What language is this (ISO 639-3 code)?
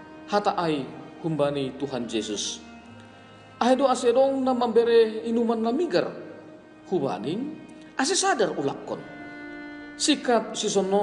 bts